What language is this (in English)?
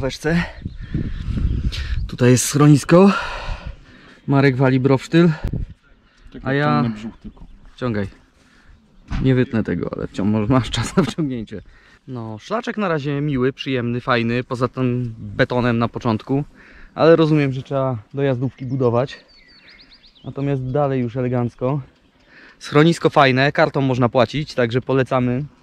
Polish